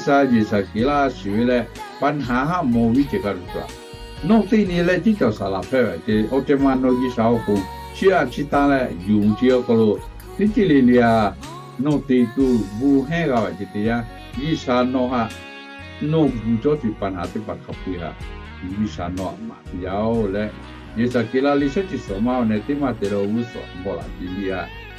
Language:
Lahu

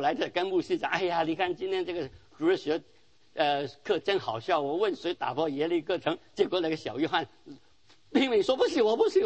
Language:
Chinese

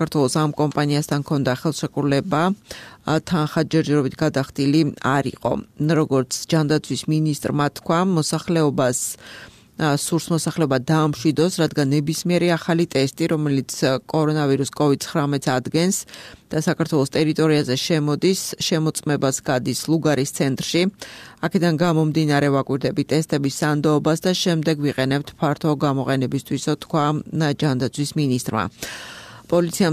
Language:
Georgian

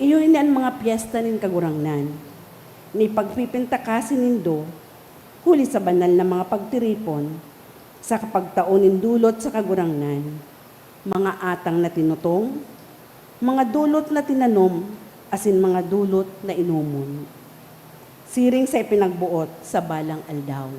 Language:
Bikol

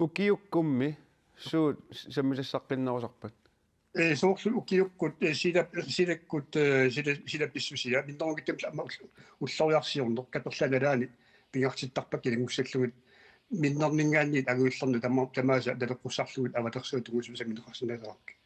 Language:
Kalaallisut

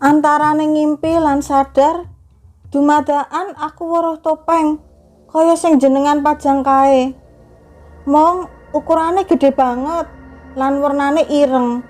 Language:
Javanese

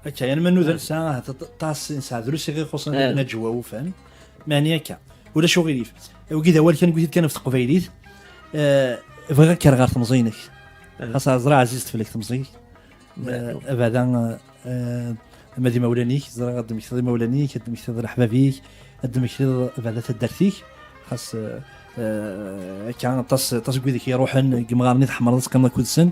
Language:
Kabyle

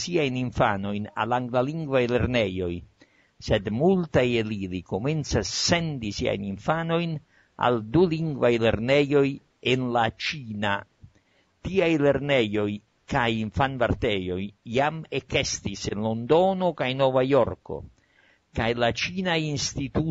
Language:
Esperanto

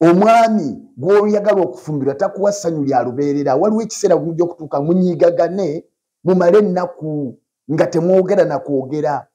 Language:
Ganda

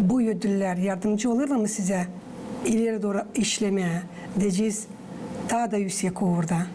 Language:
Gagauz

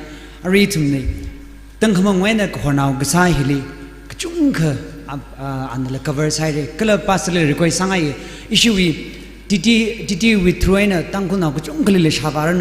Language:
Tangkhul Naga (India)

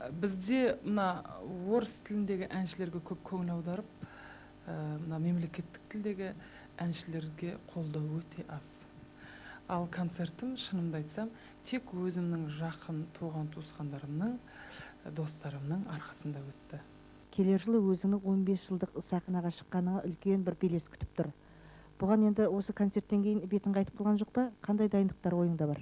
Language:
Kazakh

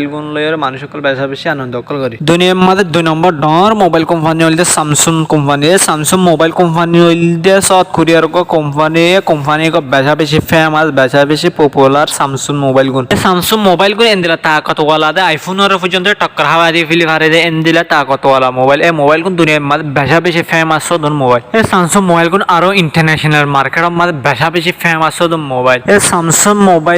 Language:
Rohingya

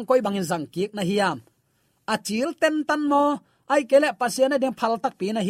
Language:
Tedim Chin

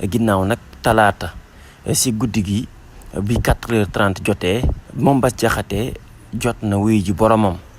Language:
Wolof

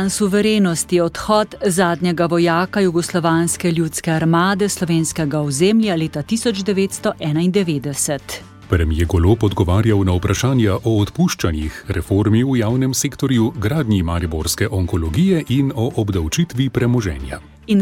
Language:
Slovenian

